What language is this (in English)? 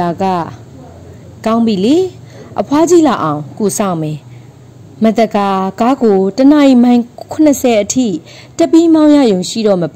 Burmese